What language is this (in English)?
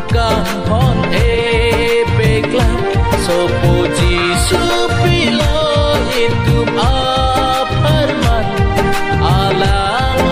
Karbi